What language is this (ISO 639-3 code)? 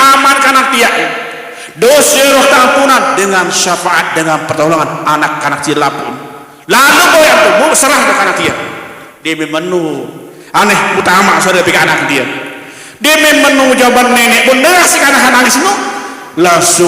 sas